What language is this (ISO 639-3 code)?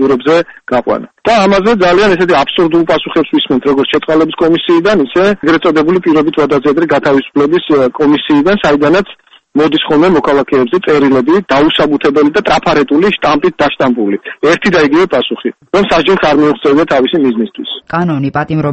kat